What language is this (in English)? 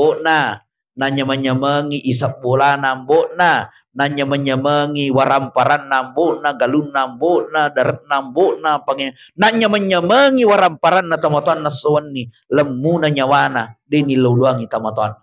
Buginese